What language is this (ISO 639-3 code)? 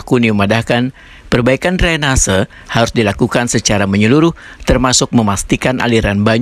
bjn